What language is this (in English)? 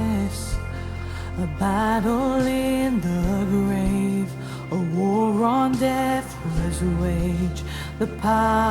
Morisyen